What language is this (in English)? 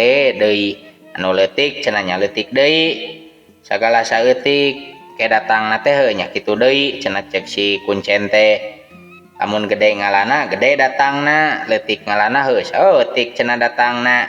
Sundanese